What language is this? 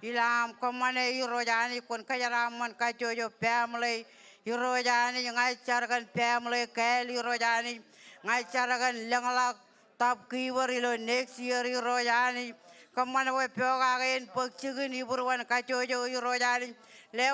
Marshallese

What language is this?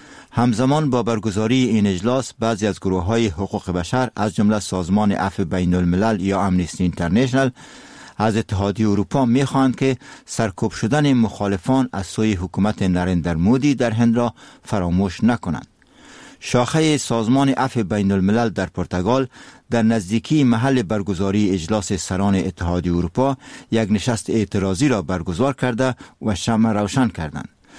Persian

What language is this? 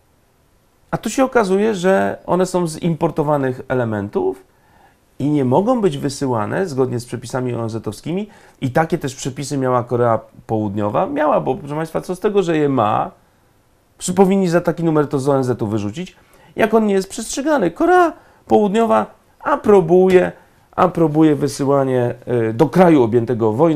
Polish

